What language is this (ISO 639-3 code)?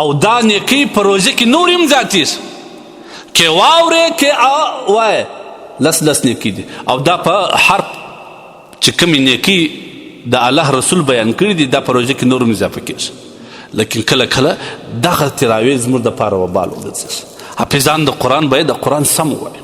pus